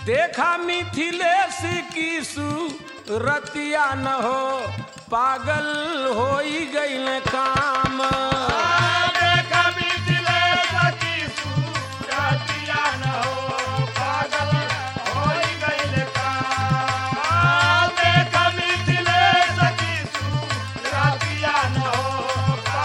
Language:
Bhojpuri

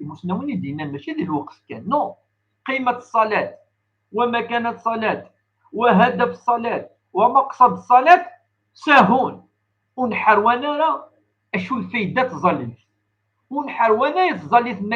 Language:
Kabyle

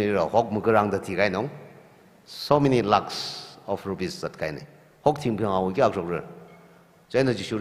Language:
Tangkhul Naga (India)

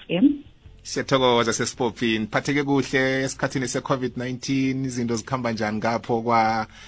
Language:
South Ndebele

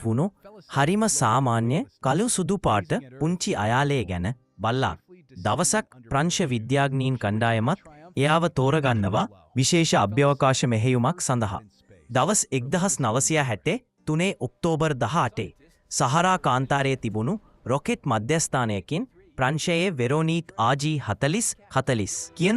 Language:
Sinhala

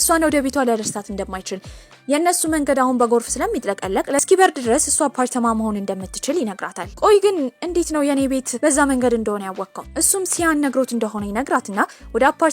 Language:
Amharic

